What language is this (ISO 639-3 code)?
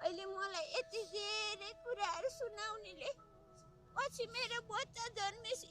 nep